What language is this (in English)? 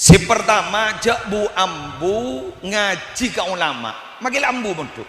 Madurese